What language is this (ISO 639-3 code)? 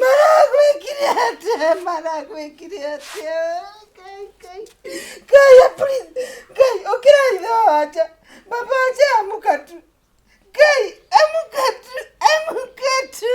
kik